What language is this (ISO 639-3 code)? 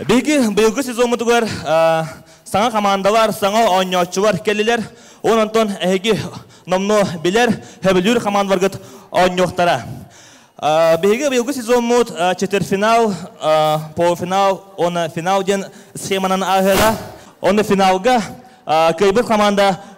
sah